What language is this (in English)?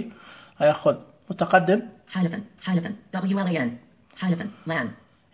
Najdi Arabic